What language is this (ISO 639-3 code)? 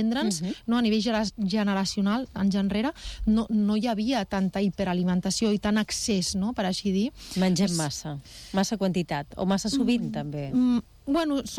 cat